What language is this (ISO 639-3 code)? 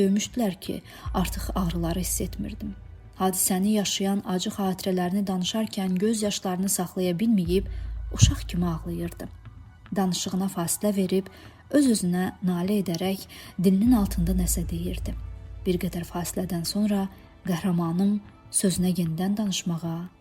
aze